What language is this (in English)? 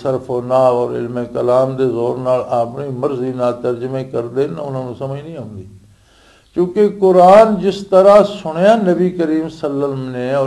Western Panjabi